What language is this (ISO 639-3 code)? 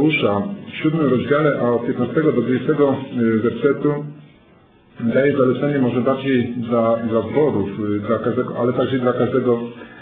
pol